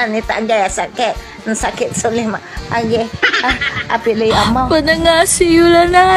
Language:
Pangasinan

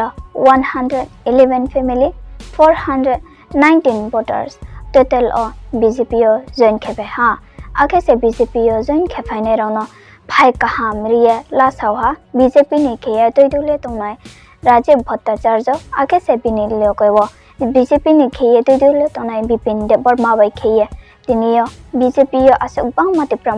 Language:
Riang (India)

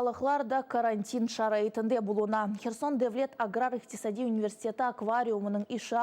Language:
Crimean Tatar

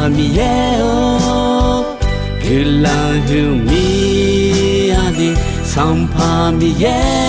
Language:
Akha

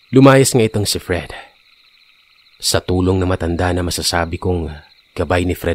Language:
Filipino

